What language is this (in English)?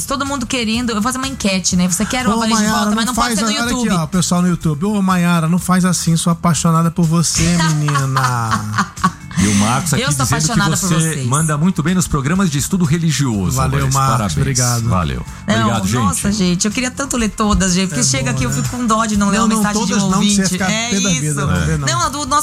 Portuguese